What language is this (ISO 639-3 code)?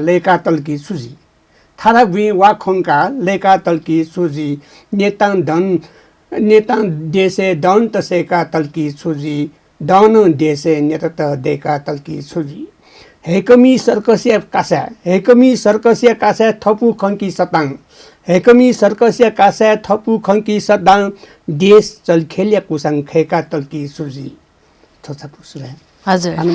new